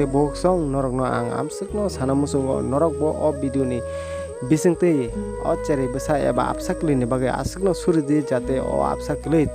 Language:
Kok Borok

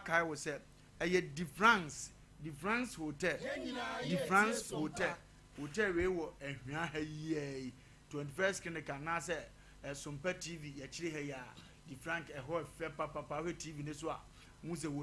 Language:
Akan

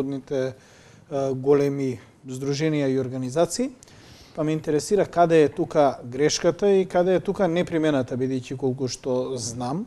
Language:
Macedonian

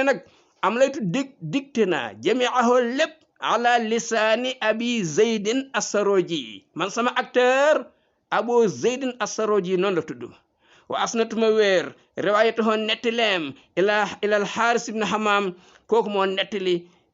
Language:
Wolof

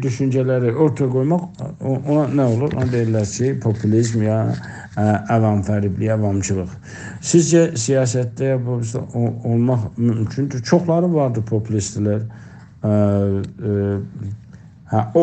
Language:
South Azerbaijani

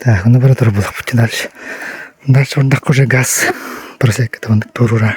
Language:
Yakut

